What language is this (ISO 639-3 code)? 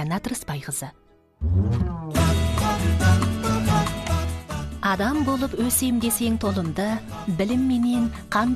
kaz